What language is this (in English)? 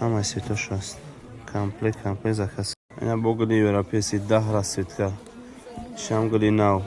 Tajik